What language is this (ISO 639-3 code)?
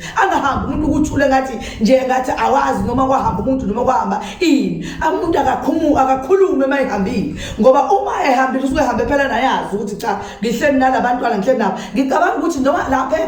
zul